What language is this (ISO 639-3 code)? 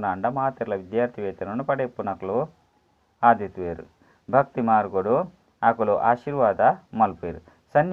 tcy